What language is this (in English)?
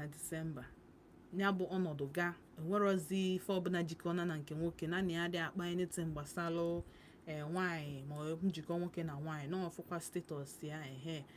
Igbo